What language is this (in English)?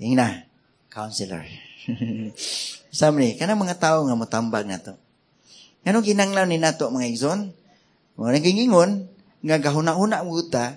Cebuano